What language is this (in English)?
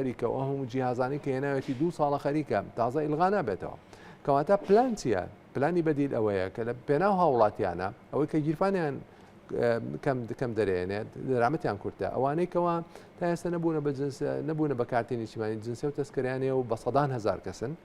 Central Kurdish